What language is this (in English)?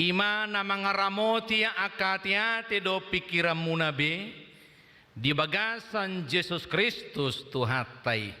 Batak Toba